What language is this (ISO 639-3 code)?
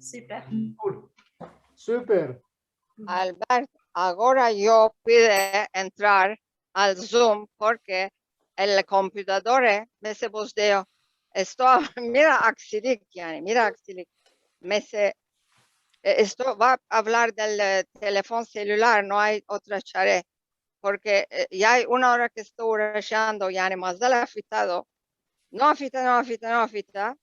lad